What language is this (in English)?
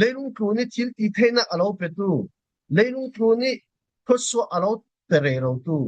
Falam Chin